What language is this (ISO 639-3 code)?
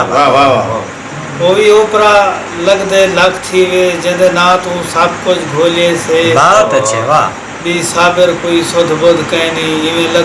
skr